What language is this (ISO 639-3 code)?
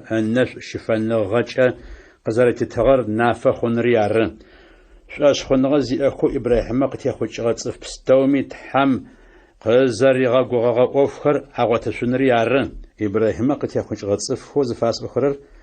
ady